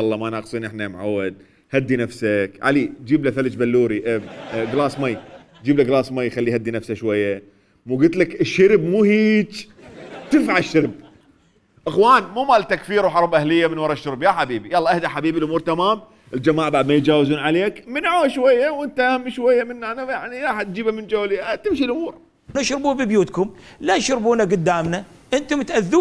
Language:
Mesopotamian Arabic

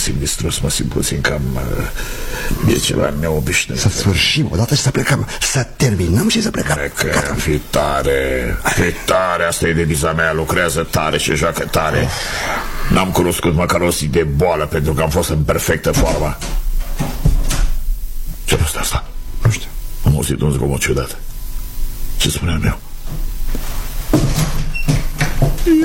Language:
Romanian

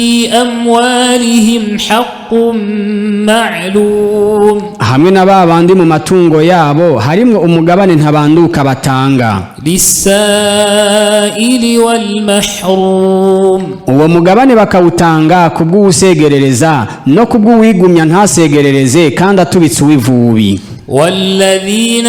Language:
Rundi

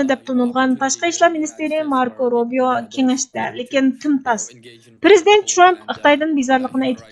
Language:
Uyghur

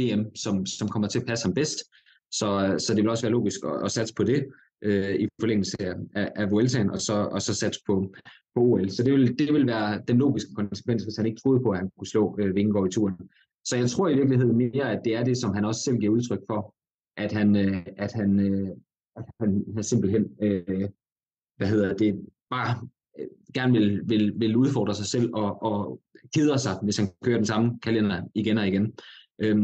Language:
Danish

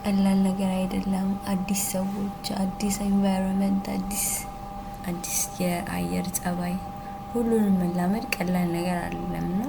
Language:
Amharic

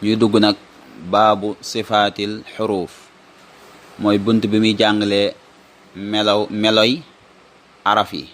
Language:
Wolof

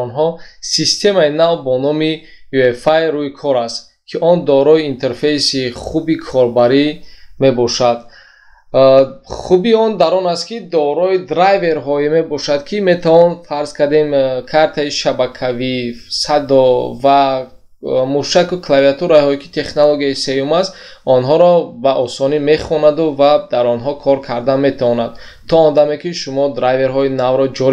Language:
Tajik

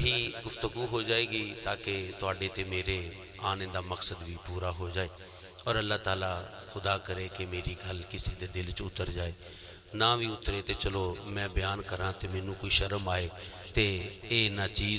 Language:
Western Panjabi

